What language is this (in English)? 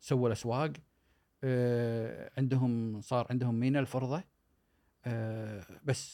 Gulf Arabic